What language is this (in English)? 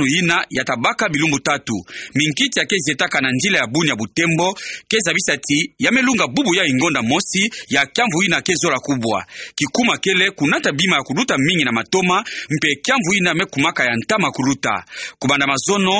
Kituba (Democratic Republic of Congo)